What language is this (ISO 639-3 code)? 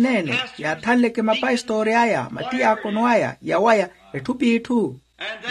vmw